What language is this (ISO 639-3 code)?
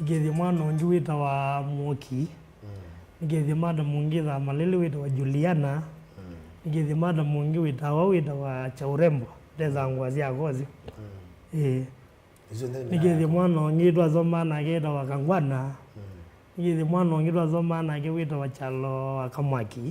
kam